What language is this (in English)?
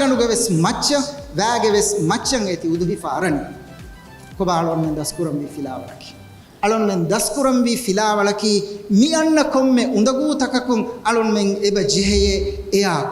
Divehi